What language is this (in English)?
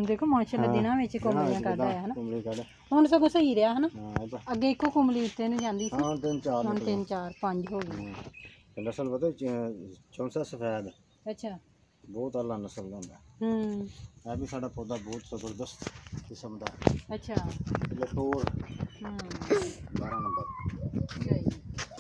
Punjabi